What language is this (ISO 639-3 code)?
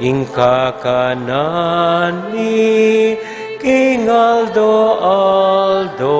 pam